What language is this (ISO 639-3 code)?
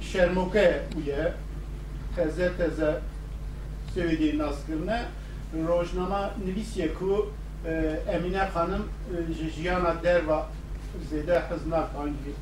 kur